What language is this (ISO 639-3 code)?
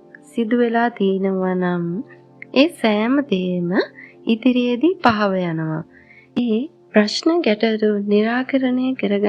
sin